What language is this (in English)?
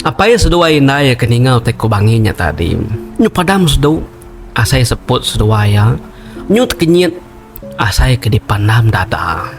Iban